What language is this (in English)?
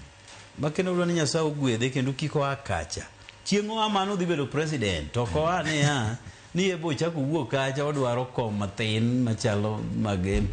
Luo (Kenya and Tanzania)